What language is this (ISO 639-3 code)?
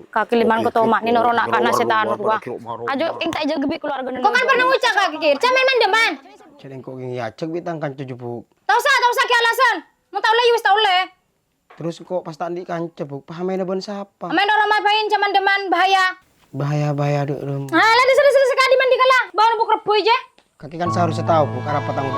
mad